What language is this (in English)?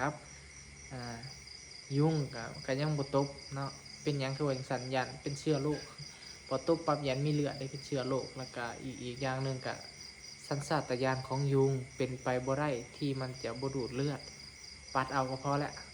Northeastern Thai